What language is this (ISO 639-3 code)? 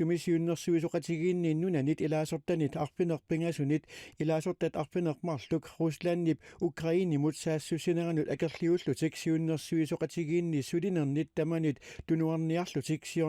kal